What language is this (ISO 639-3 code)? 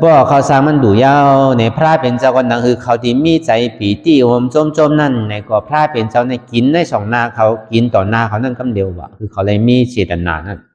shn